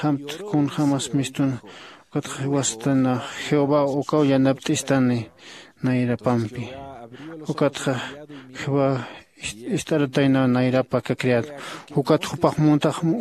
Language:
Aymara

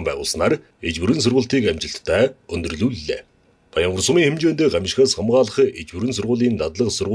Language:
Mongolian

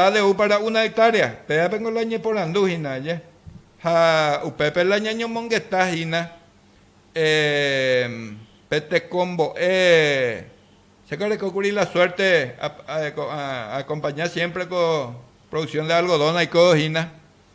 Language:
Guarani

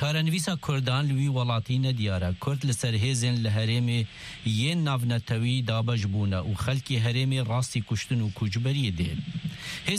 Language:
Kurdish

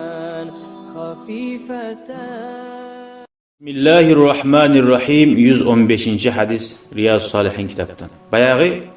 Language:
Kumyk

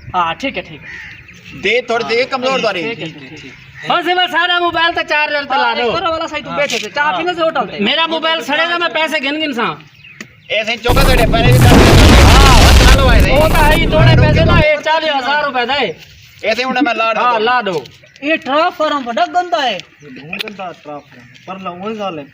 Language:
Saraiki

